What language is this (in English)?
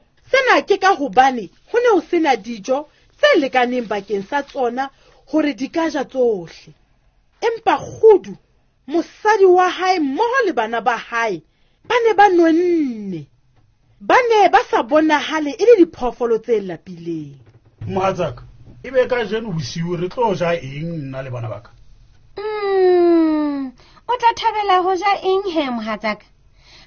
Southern Sotho